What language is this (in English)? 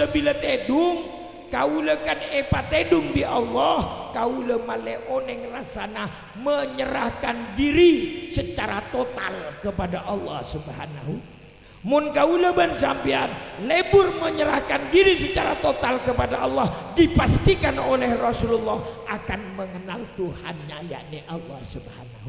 Madurese